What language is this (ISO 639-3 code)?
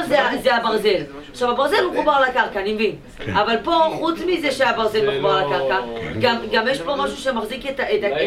heb